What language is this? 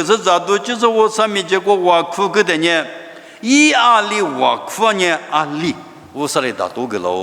Lisu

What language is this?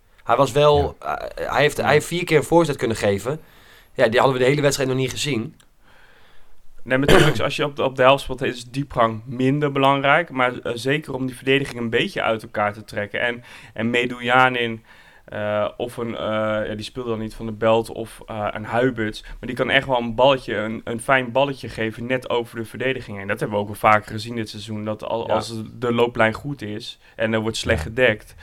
Dutch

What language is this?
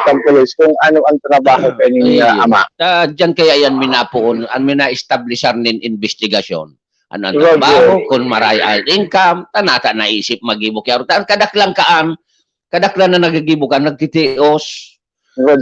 Bikol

